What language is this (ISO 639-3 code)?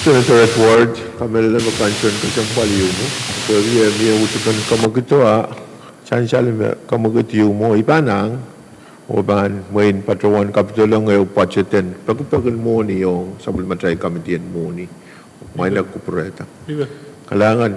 pon